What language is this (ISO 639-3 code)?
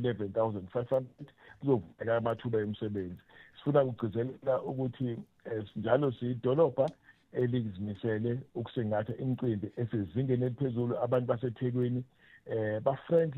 zul